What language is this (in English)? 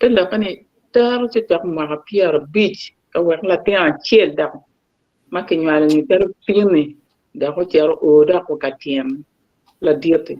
Acoli